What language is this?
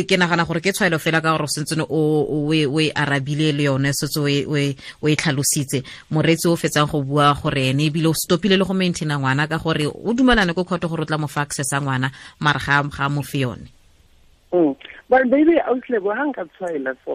Tswana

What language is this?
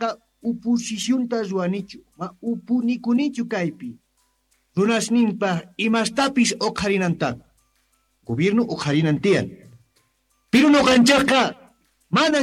South Bolivian Quechua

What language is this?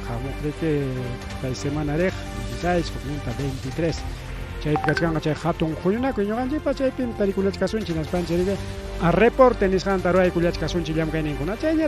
Ayacucho Quechua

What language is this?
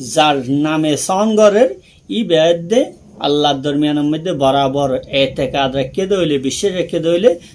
Rohingya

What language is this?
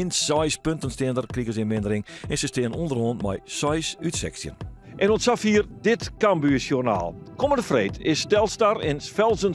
Western Frisian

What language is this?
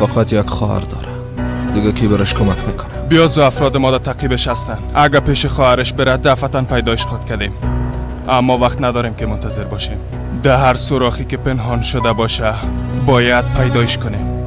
Persian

